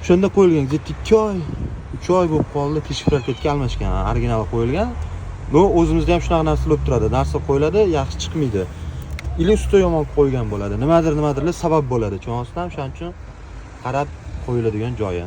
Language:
Uzbek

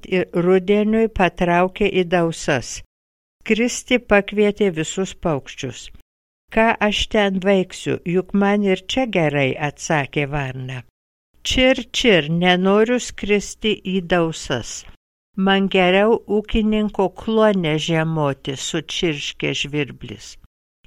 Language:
Lithuanian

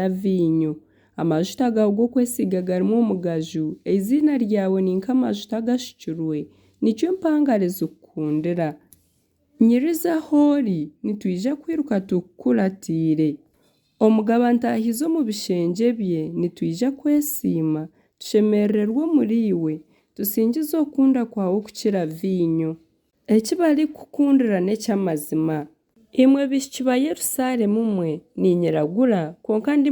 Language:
Nyankole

